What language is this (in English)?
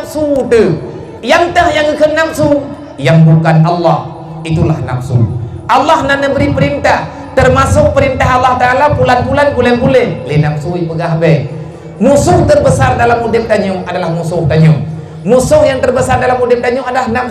Achinese